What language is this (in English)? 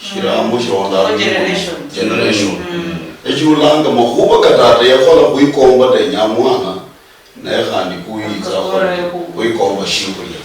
Luyia